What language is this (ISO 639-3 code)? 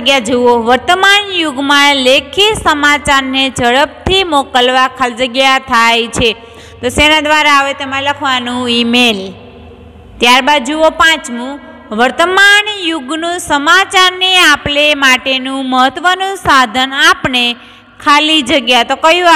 guj